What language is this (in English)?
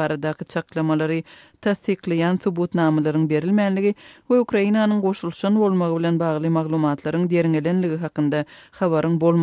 Turkmen